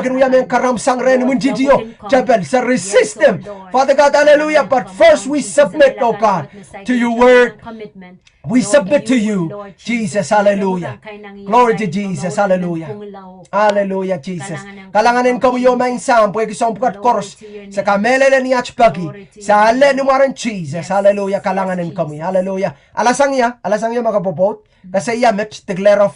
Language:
Pohnpeian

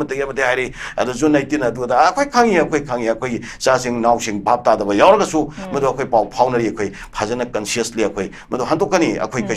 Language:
Manipuri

